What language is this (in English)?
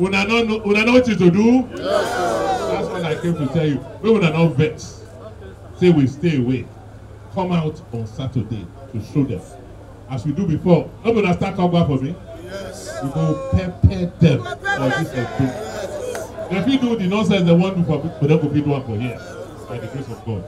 Nigerian Pidgin